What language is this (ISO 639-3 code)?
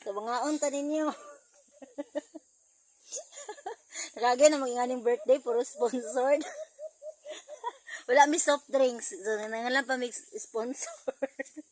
ceb